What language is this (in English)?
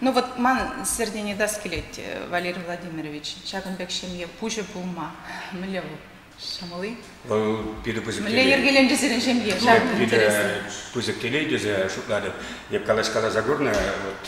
Chuvash